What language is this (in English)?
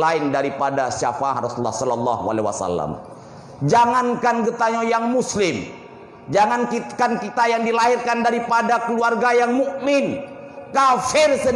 Achinese